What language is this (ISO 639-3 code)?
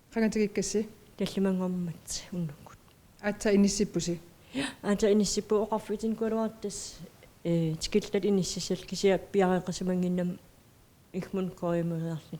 kal